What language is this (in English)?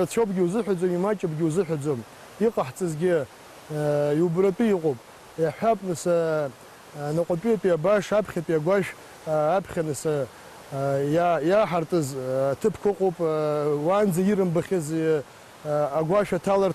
Abkhazian